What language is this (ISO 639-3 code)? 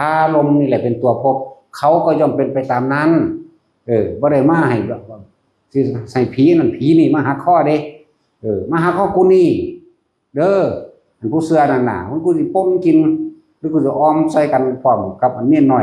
tts